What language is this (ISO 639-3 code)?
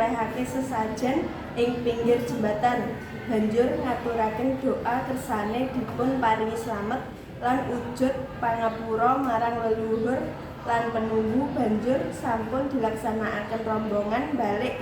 jav